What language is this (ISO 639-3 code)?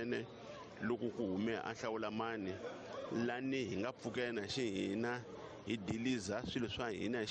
tso